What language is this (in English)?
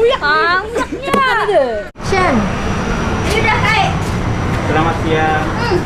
Banjar